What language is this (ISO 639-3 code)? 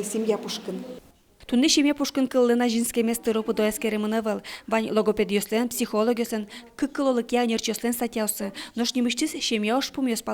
udm